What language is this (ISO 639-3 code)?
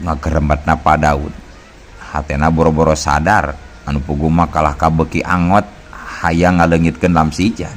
sun